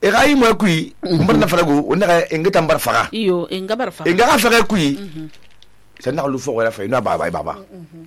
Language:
Susu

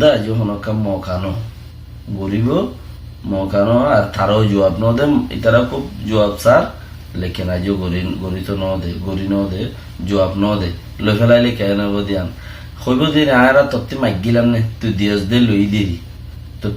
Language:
Rohingya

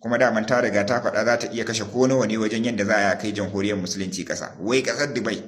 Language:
Hausa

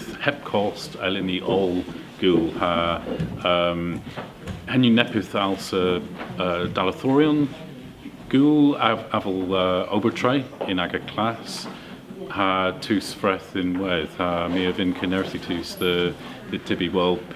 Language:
Cornish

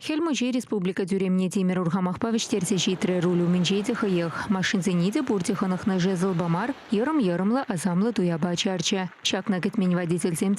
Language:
Chuvash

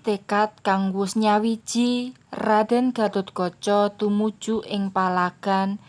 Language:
Javanese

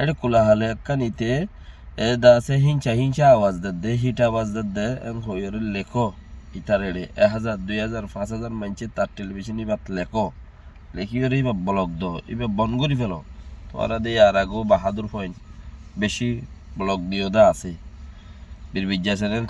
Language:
Rohingya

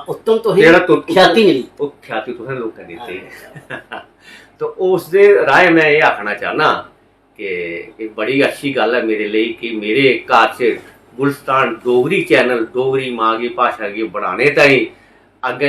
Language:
Dogri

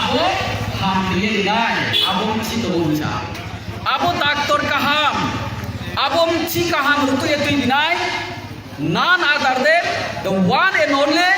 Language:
Riang (India)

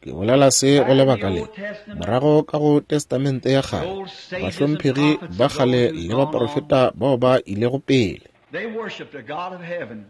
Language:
Northern Sotho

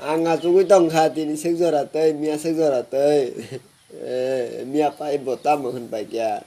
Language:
Kok Borok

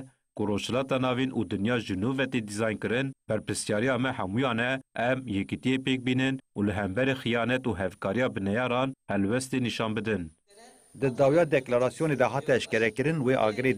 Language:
Kurdish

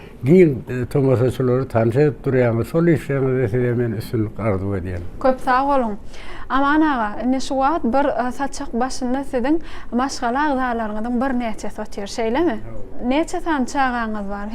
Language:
Turkmen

